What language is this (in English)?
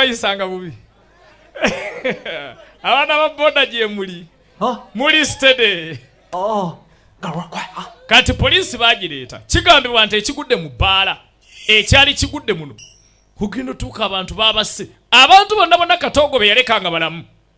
Ganda